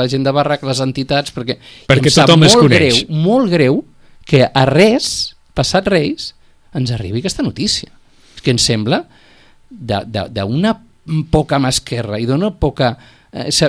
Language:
Catalan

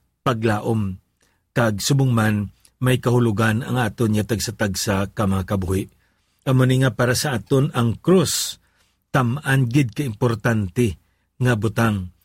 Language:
Hiligaynon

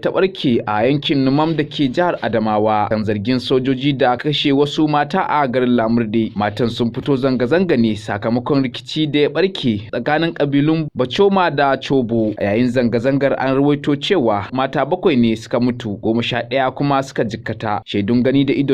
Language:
Hausa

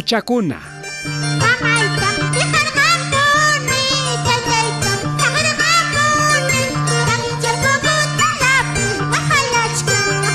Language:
Ayacucho Quechua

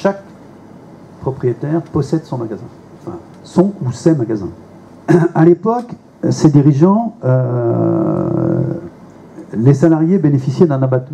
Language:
French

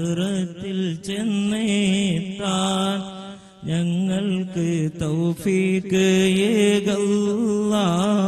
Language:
Malayalam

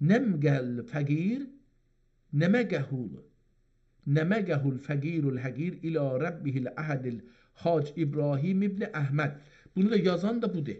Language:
South Azerbaijani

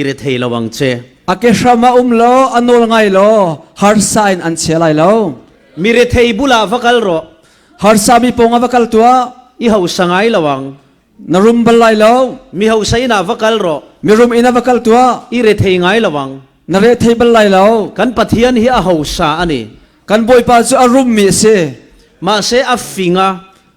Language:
Falam Chin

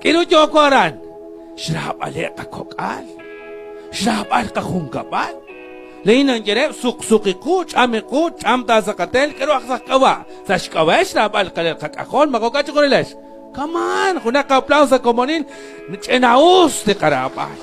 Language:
Kekchí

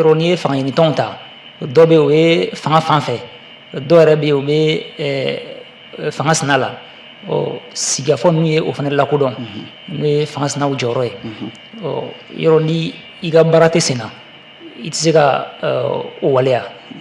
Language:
Bambara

